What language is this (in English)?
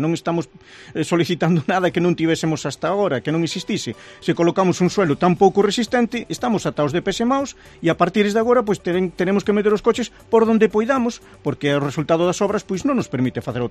Galician